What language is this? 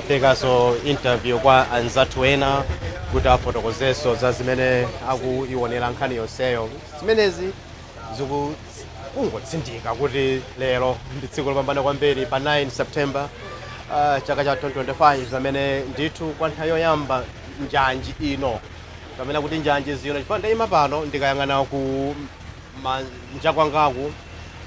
Nyanja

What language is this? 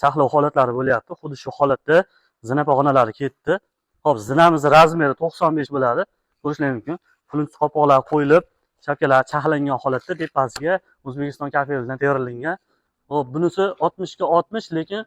Uzbek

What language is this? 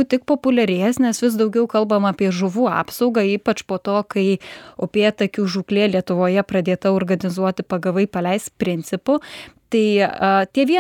Lithuanian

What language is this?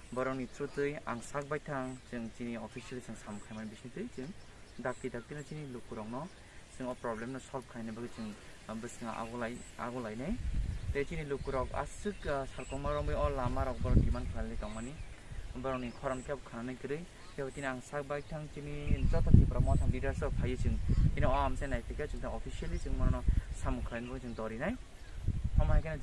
Kok Borok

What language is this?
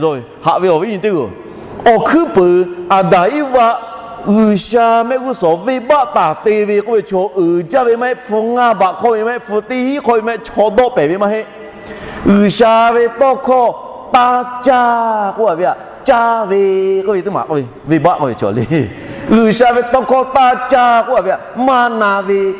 Lahu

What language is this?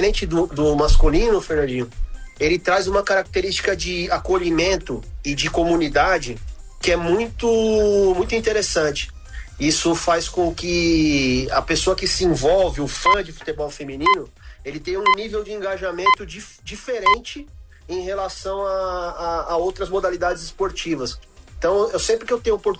Portuguese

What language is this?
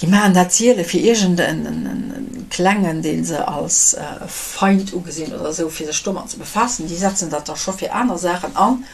Luxembourgish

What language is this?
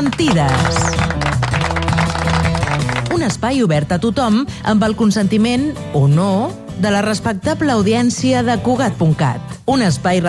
Catalan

